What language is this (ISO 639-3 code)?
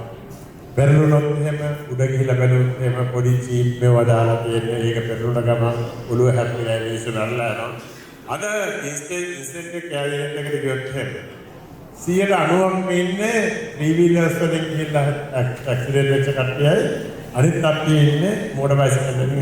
sin